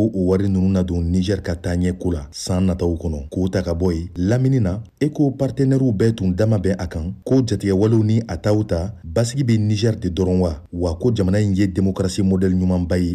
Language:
Bambara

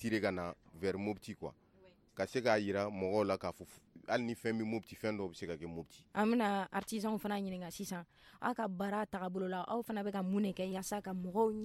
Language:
Bambara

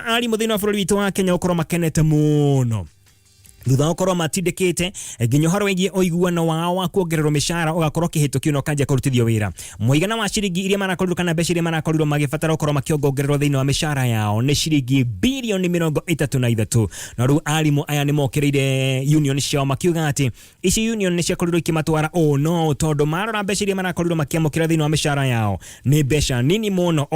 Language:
Kikuyu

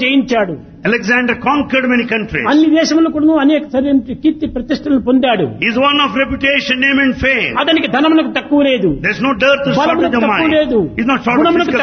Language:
Telugu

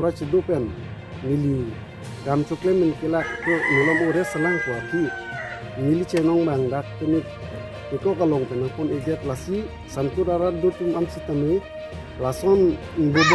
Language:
Karbi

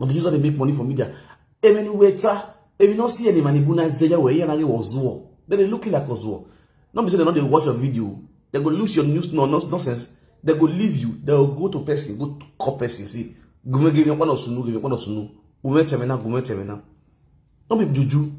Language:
Nigerian Pidgin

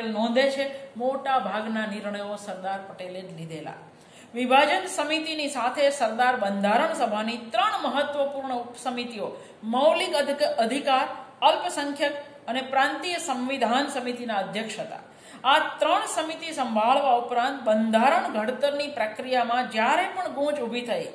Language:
Gujarati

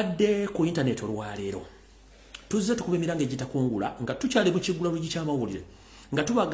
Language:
Ganda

